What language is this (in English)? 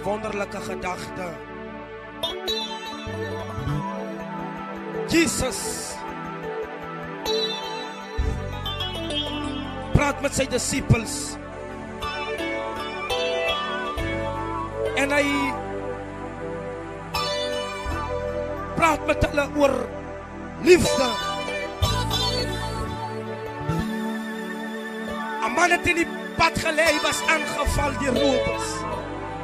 Afrikaans